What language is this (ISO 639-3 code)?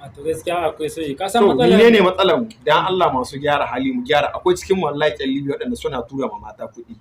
hau